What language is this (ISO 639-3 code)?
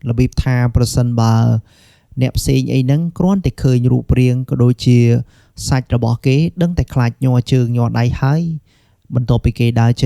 khm